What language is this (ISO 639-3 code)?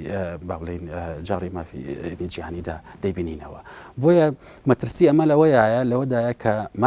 ckb